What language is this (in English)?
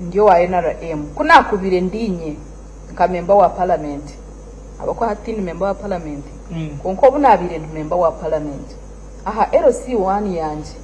Nyankole